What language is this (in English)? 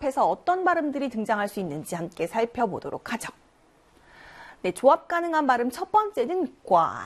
Korean